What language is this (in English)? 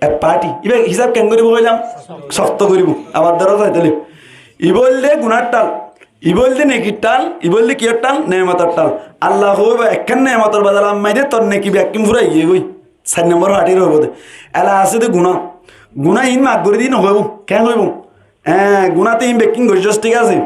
Rohingya